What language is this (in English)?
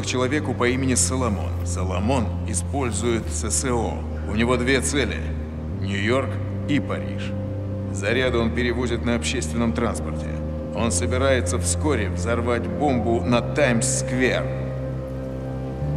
Russian